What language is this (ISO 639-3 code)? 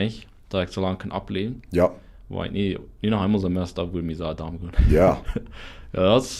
pdt